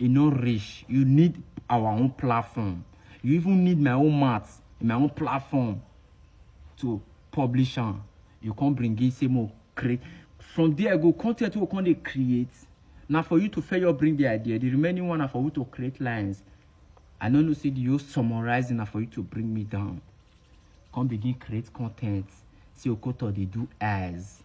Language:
Nigerian Pidgin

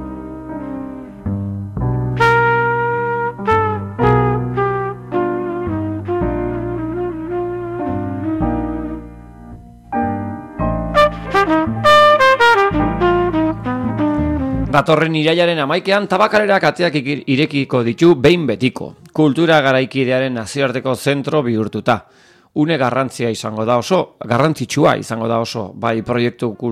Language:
Basque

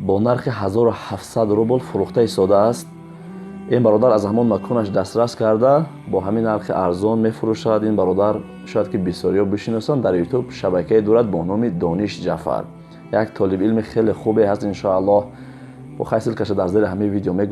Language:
Tajik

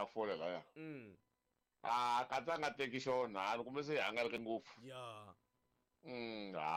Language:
Tsonga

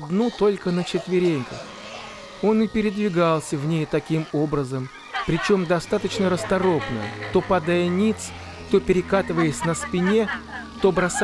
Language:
Russian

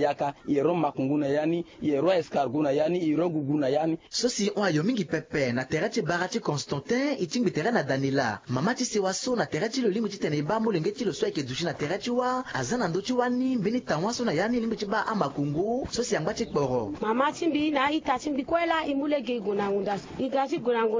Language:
Sango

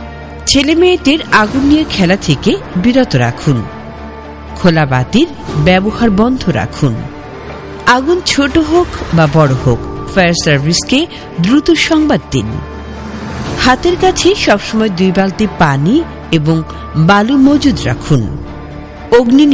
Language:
Bangla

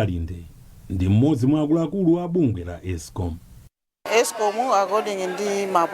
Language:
Nyanja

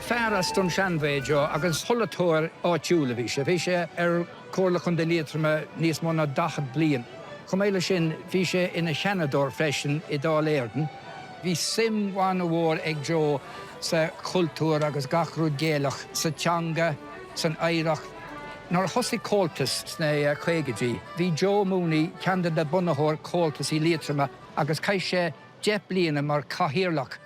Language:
Irish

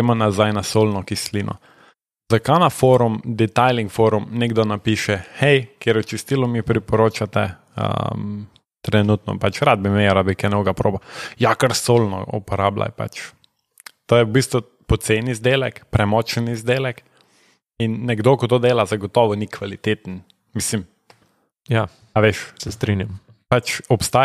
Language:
Slovenian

